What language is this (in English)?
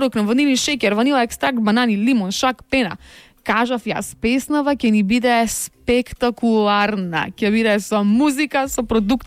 Macedonian